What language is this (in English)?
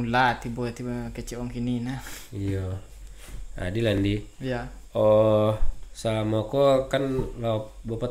Minangkabau